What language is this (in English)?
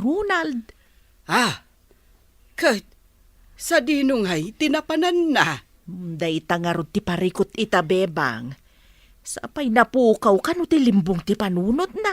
Iloko